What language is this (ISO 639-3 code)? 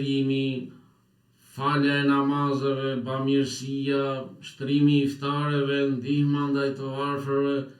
sqi